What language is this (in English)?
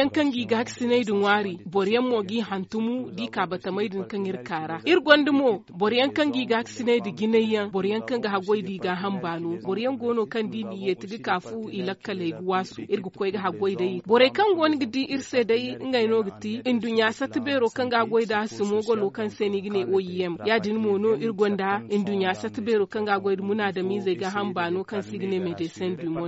Zarma